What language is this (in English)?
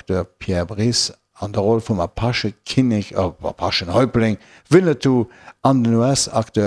Luxembourgish